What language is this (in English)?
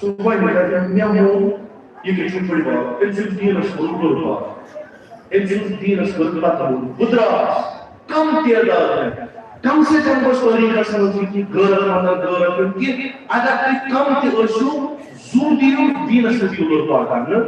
Kashmiri